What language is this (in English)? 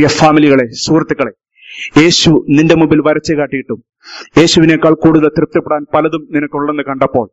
Malayalam